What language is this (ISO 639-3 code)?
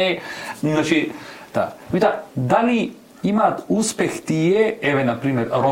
mkd